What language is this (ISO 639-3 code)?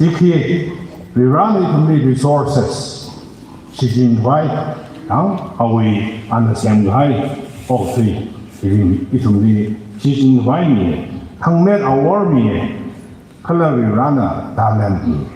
nmf